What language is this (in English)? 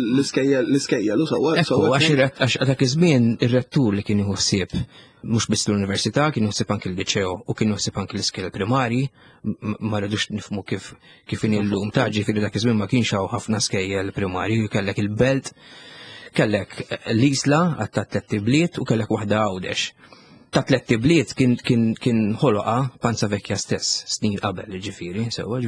Maltese